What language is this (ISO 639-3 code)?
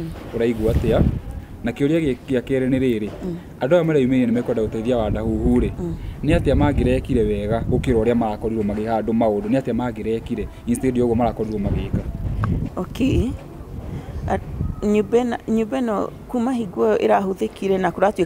kik